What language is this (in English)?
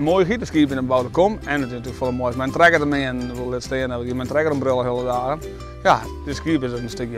Western Frisian